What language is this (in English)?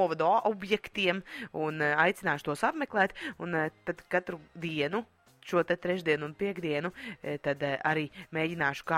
Latvian